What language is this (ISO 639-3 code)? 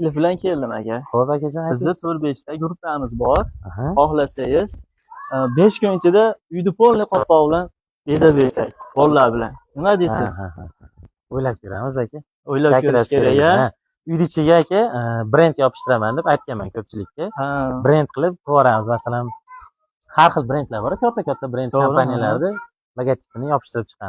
uzb